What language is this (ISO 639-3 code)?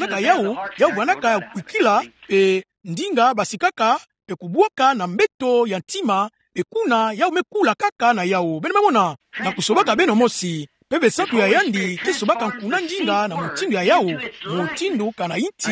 ktu